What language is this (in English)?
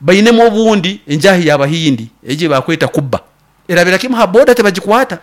Nyankole